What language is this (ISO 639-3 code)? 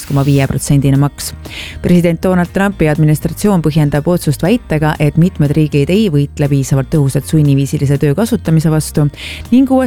est